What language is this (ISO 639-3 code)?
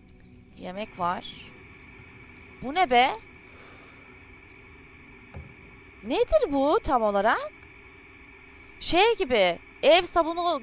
tur